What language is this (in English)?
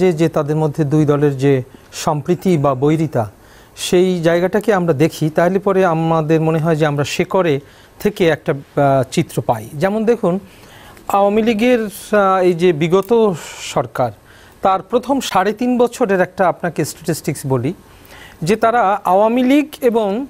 Bangla